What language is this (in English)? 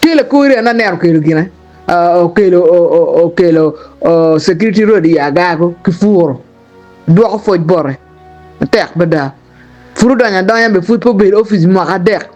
Acoli